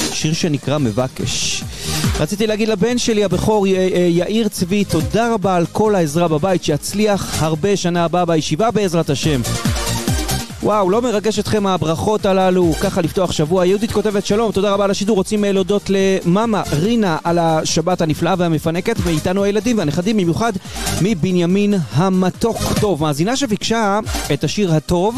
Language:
Hebrew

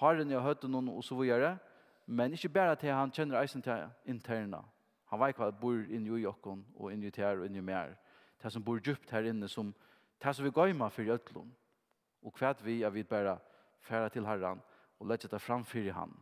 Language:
Faroese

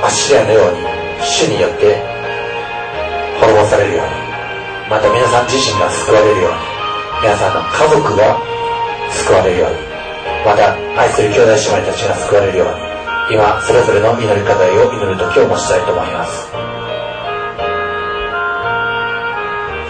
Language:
Japanese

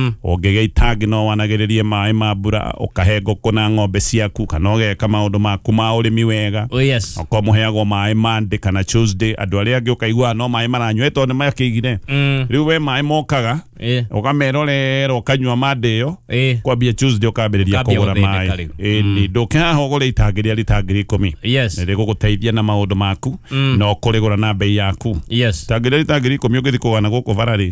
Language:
Kikuyu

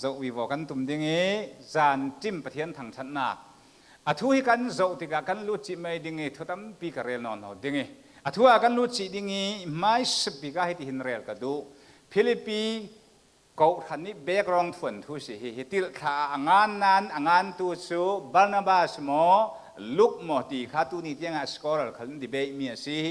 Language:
Falam Chin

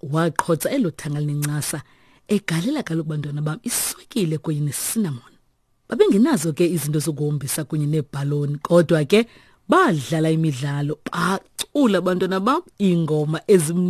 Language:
Xhosa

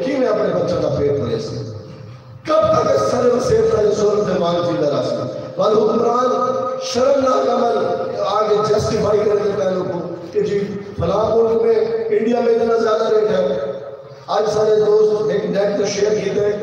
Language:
Saraiki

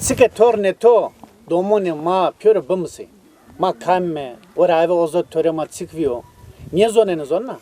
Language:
Zaza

